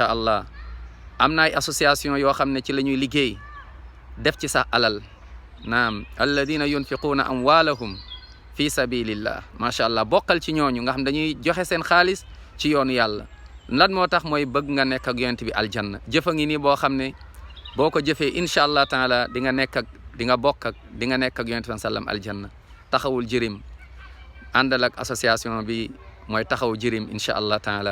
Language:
Wolof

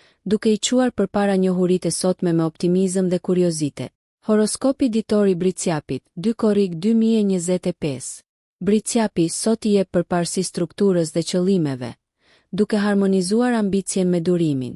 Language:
Albanian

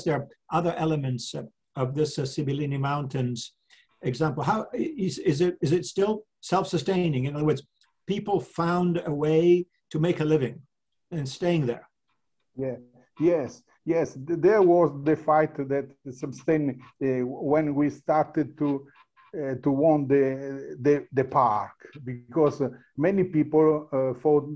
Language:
English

